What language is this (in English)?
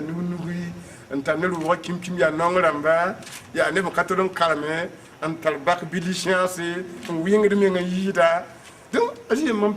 Mossi